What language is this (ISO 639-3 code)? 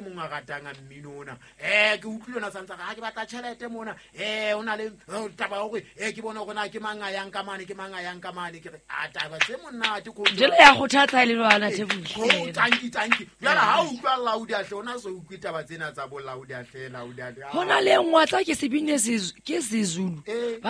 sot